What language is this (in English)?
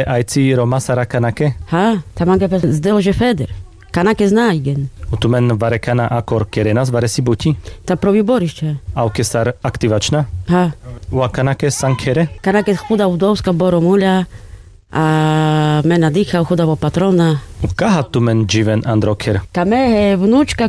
Carpathian Romani